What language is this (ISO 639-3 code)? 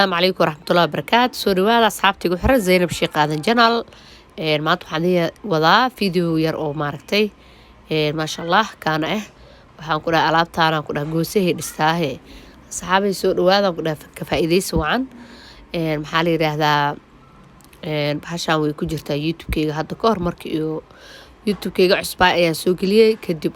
som